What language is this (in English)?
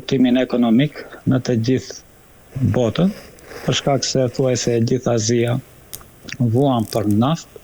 Albanian